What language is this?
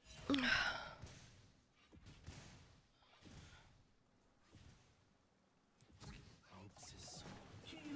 Portuguese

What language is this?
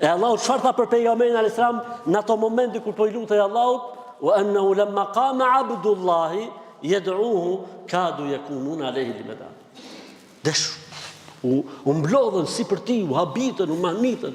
Albanian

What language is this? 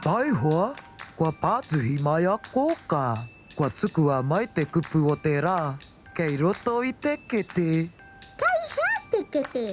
Māori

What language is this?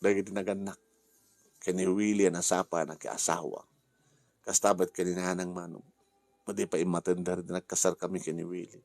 Iloko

